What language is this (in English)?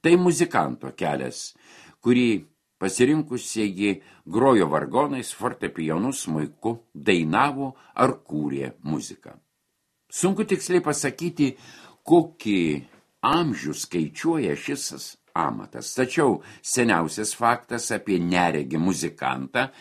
Lithuanian